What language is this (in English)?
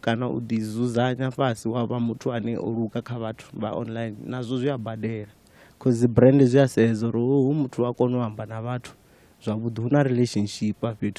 Venda